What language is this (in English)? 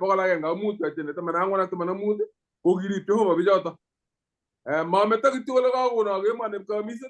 Kalenjin